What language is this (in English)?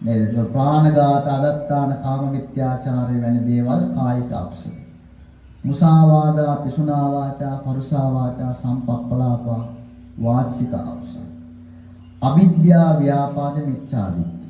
Sinhala